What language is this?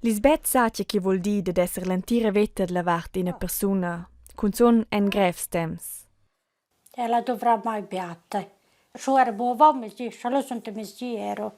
Romansh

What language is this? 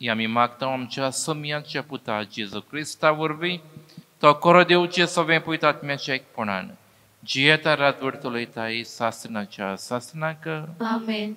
Konkani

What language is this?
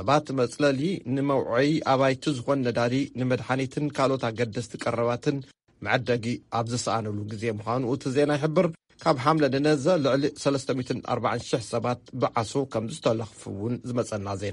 Tigrinya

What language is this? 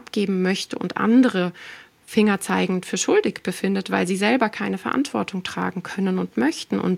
German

